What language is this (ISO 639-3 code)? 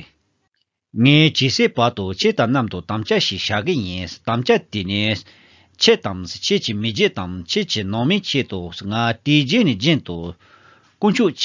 bod